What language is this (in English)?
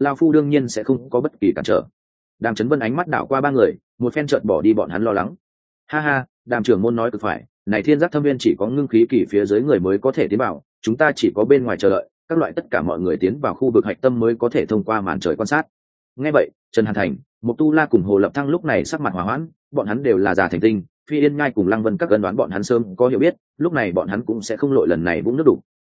Vietnamese